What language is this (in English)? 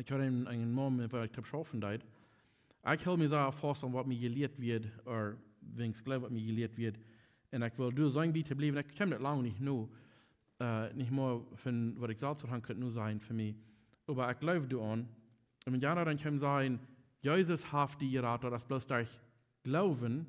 Plautdietsch